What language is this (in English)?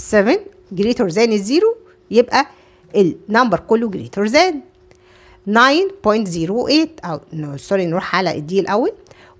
Egyptian Arabic